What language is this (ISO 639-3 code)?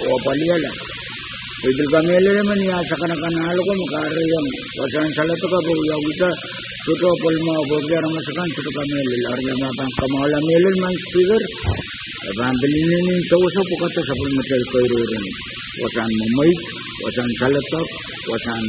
pon